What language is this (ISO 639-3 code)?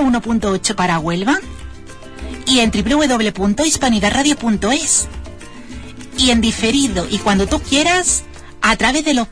spa